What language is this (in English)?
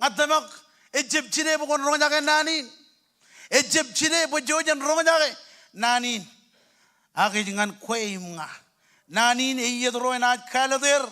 Marshallese